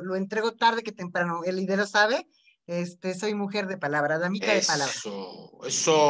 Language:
Spanish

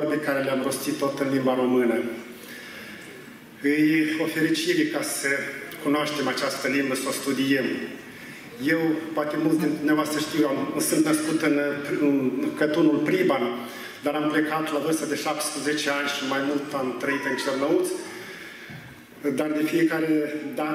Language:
Romanian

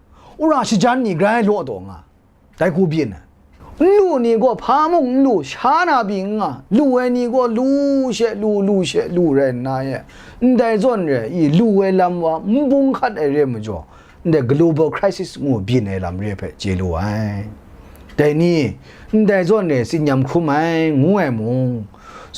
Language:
Kachin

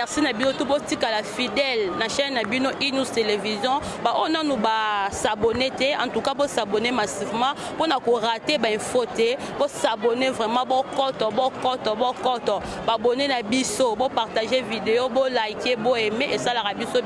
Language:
Lingala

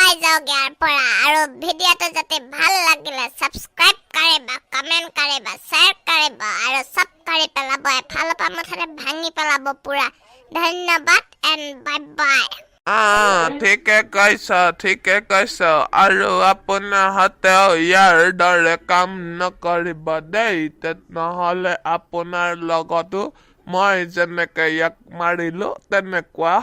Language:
Assamese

